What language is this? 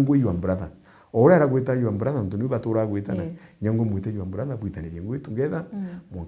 Meru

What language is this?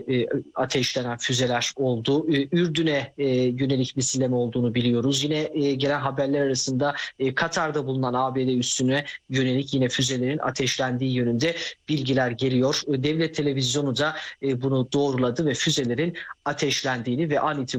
Turkish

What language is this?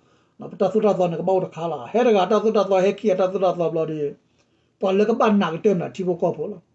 S'gaw Karen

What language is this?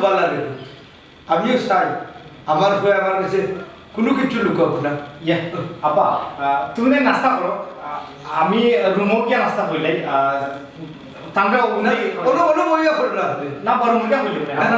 Sylheti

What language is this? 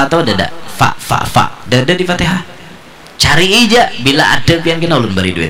Banjar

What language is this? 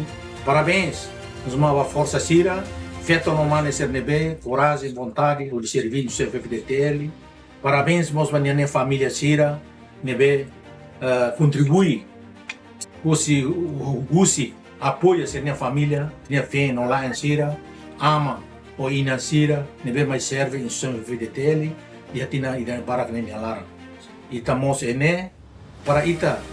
Tetum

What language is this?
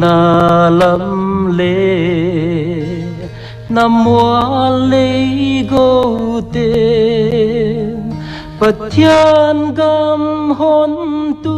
Paite Chin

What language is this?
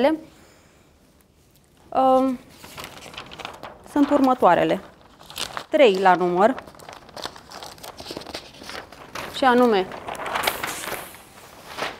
Romanian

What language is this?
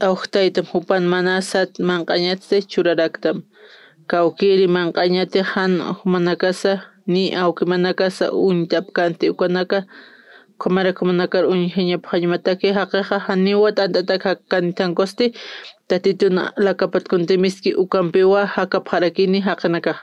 Aymara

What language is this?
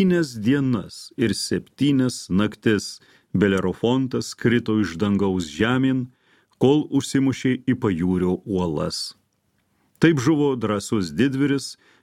Lithuanian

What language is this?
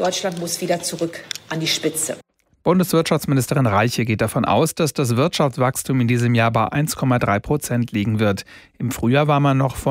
German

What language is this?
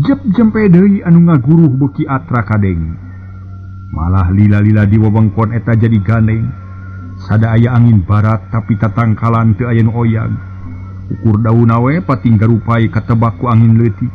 Sundanese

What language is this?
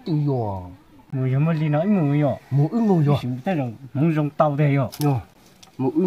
Hmong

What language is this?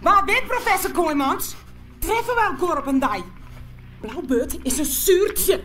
Western Frisian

